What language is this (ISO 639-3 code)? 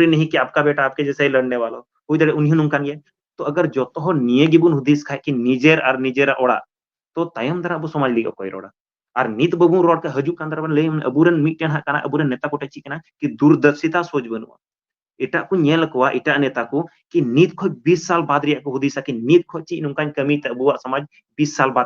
sat